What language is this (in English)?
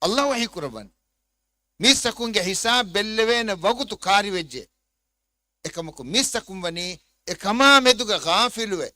Divehi